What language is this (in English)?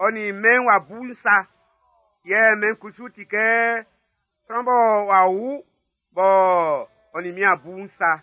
Baoulé